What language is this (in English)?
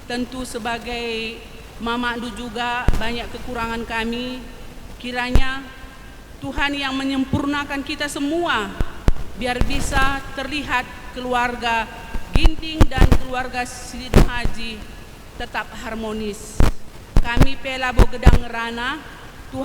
Batak Karo